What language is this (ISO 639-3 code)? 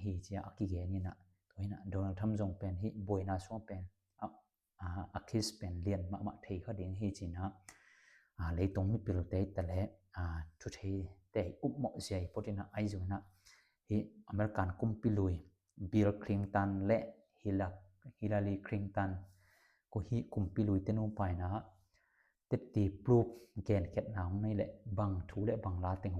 ctd